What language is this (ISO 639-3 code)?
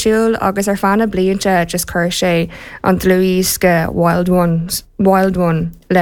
gle